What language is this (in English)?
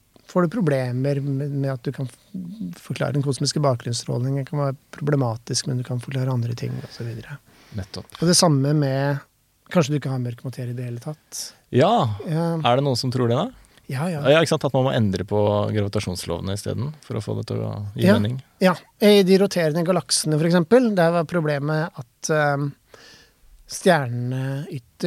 Norwegian